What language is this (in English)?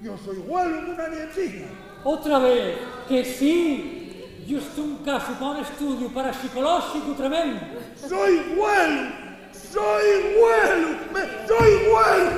Asturian